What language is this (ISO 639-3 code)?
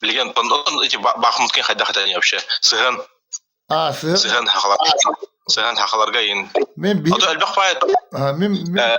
sah